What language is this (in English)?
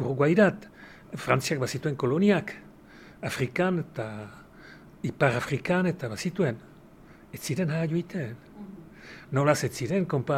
Basque